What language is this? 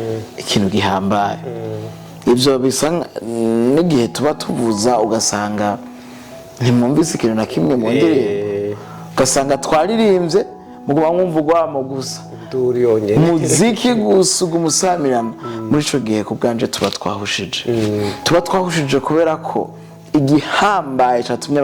Rundi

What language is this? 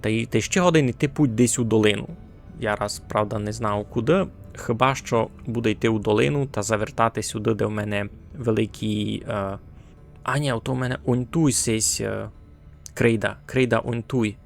Rusyn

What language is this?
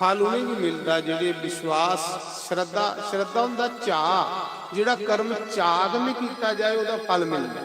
Dogri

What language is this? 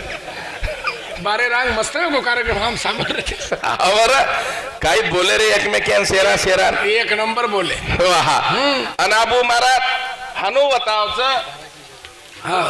Marathi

